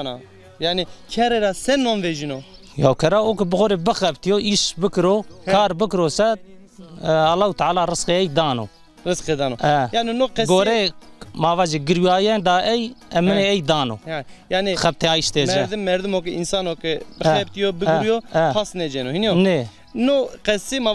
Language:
Zaza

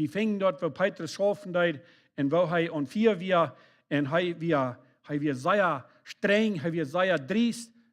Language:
Plautdietsch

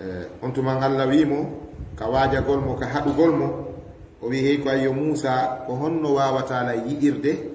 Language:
Fula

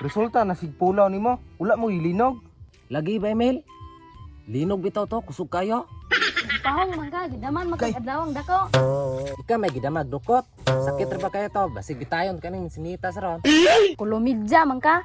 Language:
Cebuano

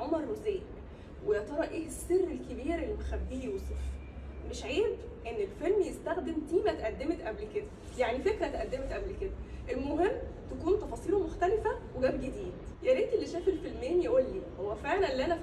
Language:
Egyptian Arabic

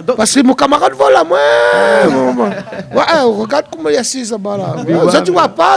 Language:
Réunion Creole French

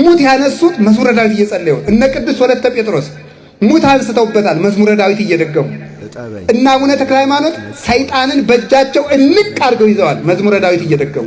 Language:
Amharic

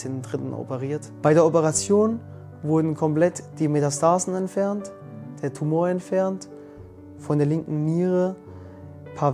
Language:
German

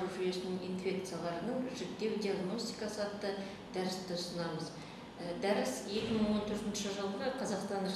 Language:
Kazakh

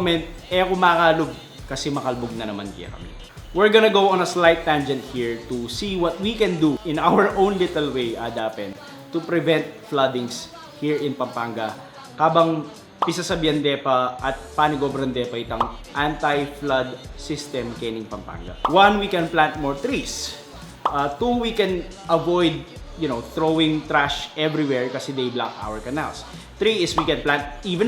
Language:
Pampanga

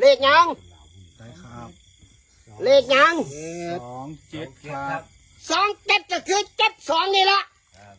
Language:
Northeastern Thai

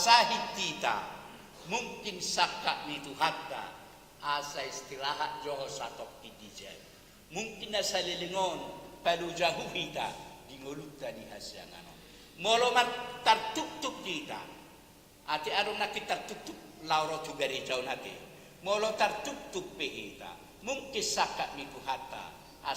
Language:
Batak Toba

